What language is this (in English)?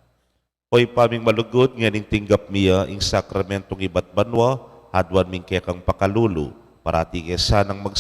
Pampanga